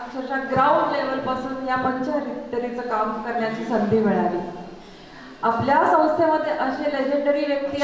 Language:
Marathi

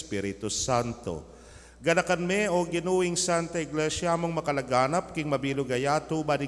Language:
Pampanga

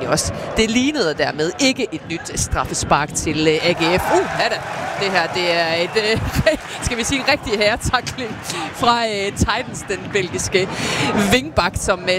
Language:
Danish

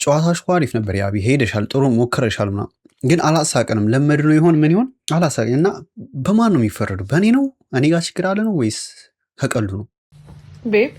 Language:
Amharic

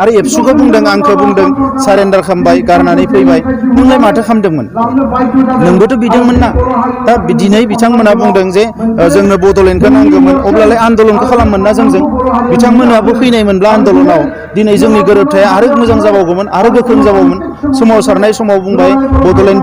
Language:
Bodo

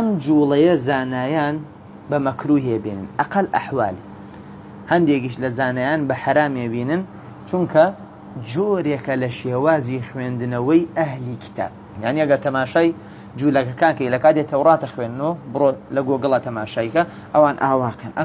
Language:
Central Kurdish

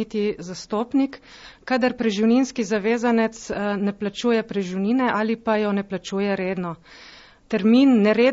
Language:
Slovenian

